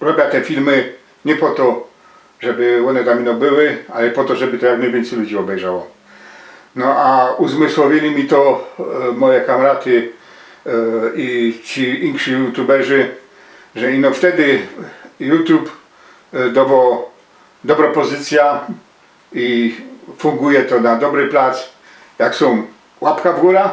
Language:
Silesian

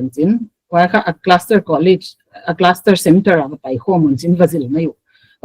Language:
Paite Chin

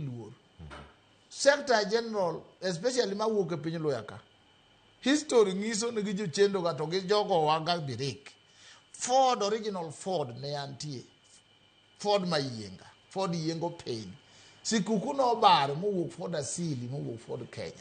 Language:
Luo (Kenya and Tanzania)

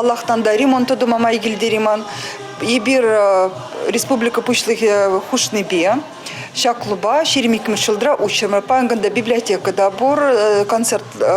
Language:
Chuvash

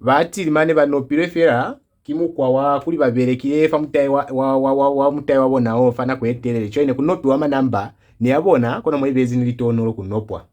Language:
Lozi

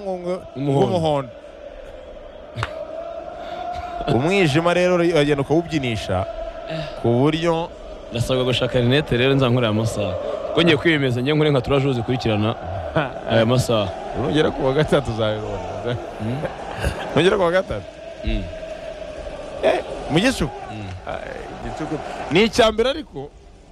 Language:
Kinyarwanda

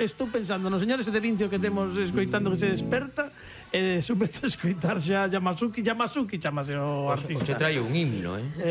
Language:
Galician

